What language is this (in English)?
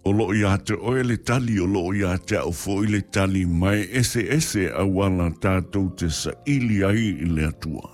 Samoan